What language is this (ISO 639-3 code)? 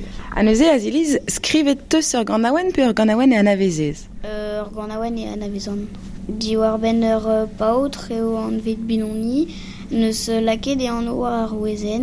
bre